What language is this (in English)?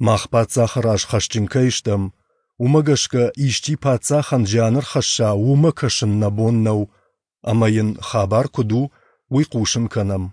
Ossetic